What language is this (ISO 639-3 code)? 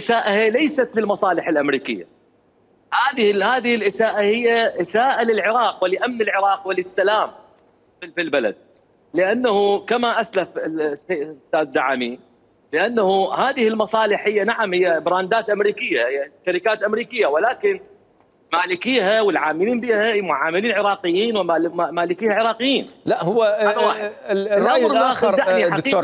acm